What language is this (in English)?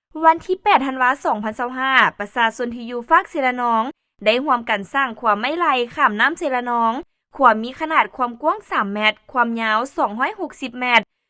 Lao